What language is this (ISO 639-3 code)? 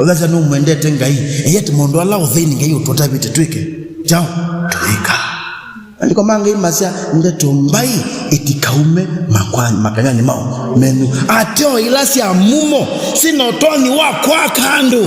kam